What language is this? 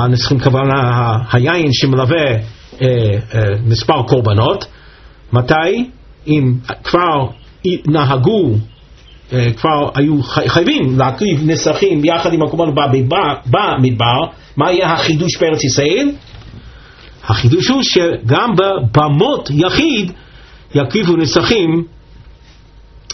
Hebrew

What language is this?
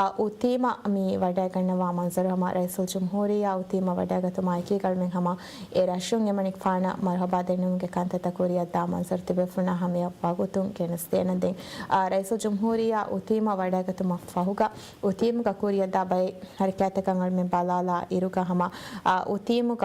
Divehi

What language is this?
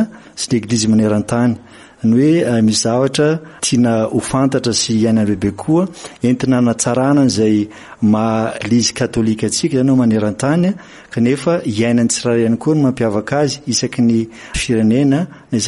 Malagasy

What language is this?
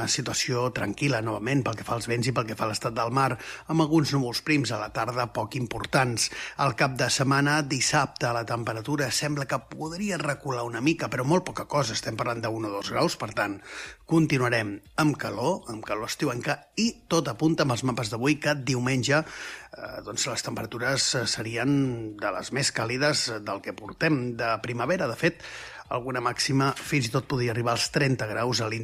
Catalan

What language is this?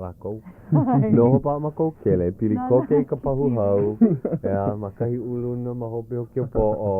Hawaiian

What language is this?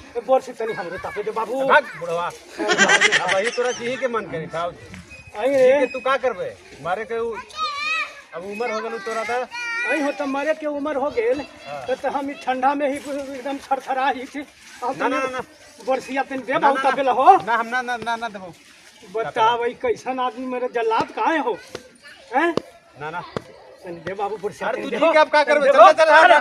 Magahi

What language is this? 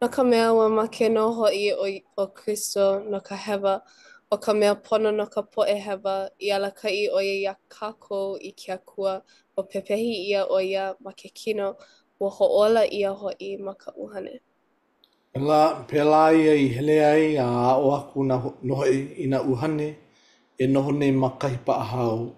Hawaiian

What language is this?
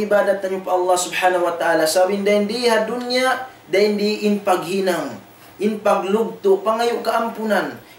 Tausug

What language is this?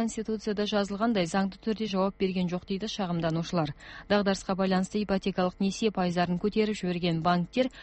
Kazakh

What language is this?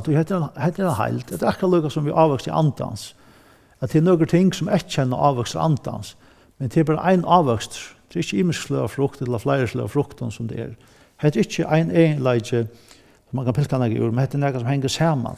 Faroese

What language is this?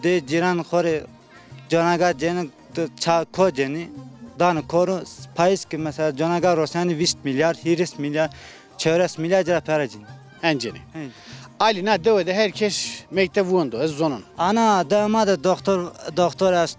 Zaza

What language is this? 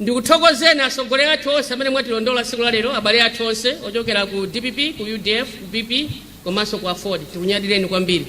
Nyanja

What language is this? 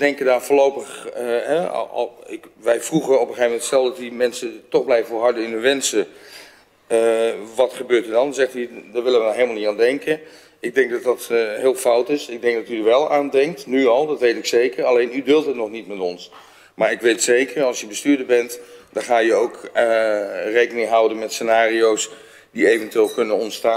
Dutch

